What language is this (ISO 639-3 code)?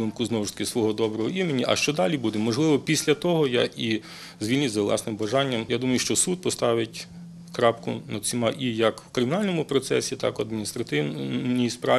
ukr